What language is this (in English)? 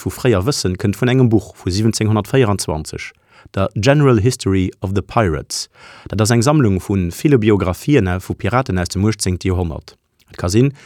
Luxembourgish